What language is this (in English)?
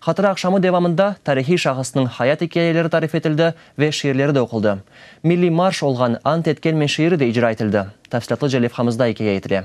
Crimean Tatar